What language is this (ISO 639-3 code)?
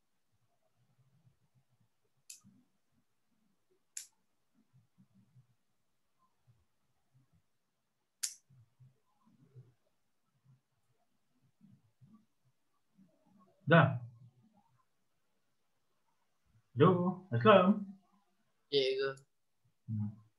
msa